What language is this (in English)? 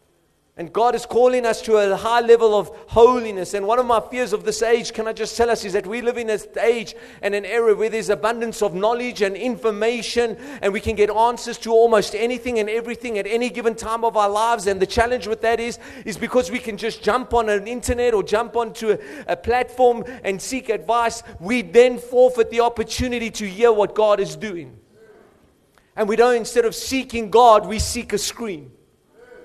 English